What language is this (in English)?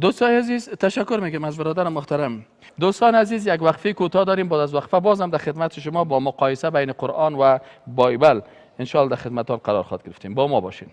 Persian